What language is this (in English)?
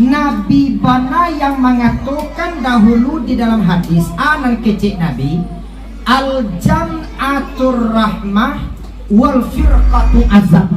Minangkabau